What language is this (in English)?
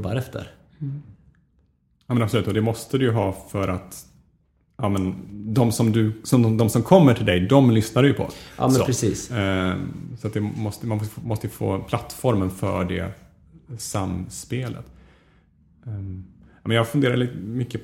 Swedish